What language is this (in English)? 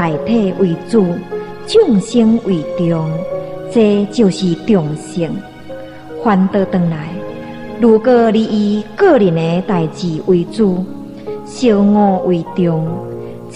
Min Nan Chinese